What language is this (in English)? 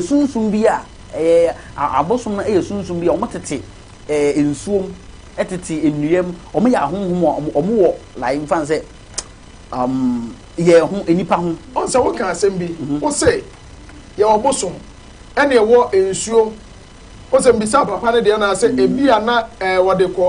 Akan